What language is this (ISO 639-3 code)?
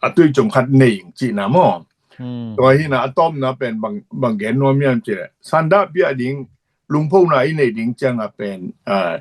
ctd